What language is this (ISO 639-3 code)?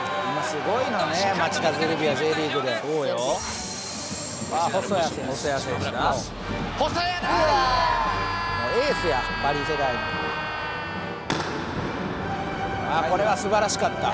jpn